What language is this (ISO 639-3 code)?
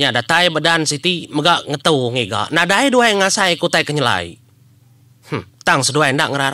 iba